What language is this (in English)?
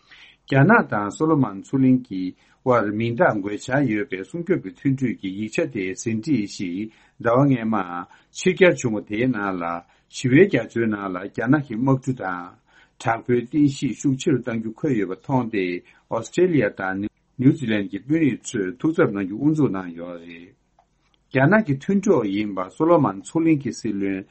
Tibetan